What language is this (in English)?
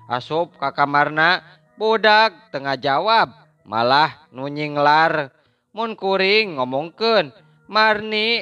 Sundanese